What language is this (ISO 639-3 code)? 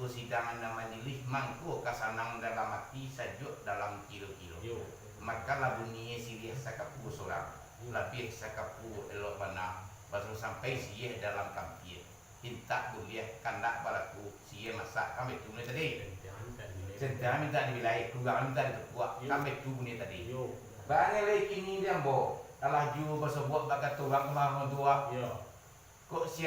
min